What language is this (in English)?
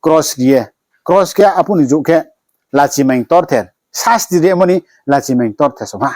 Riang (India)